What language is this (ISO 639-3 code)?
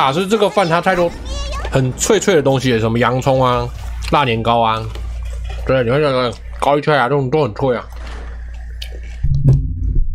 zho